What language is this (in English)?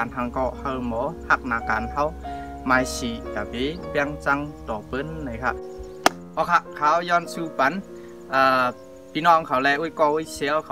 Shan